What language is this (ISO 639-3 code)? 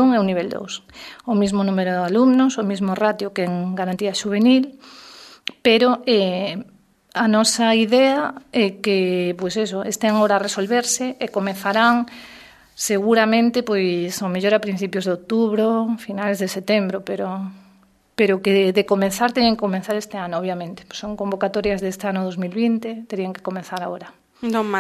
glg